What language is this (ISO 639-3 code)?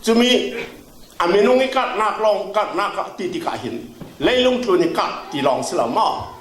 cfm